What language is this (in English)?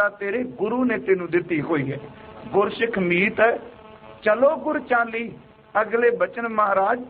Punjabi